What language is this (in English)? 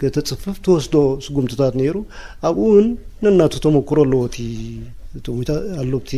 Tigrinya